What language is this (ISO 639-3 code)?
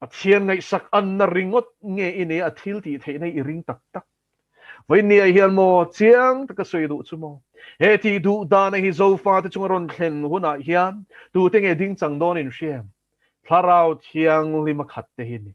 lus